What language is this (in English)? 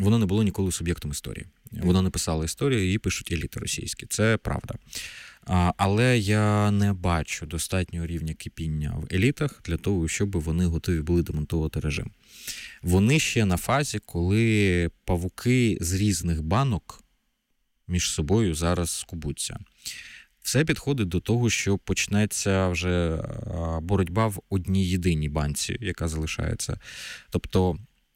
Ukrainian